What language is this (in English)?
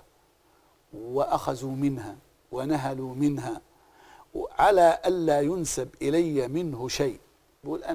Arabic